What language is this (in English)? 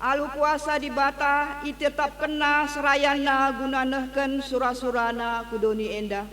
Batak Karo